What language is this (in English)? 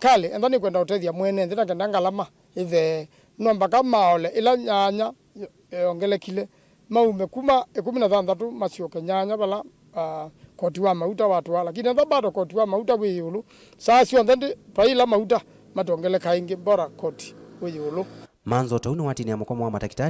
Kamba